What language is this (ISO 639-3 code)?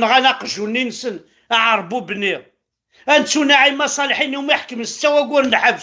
kab